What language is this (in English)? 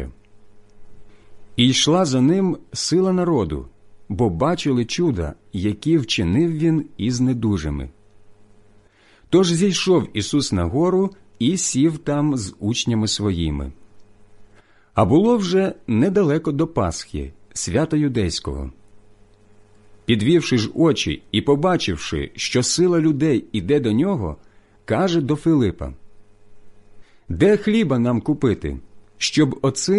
Ukrainian